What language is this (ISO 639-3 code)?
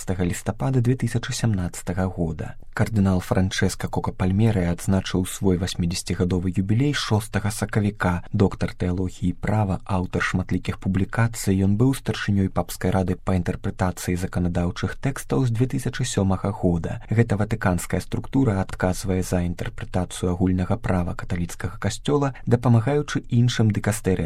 bel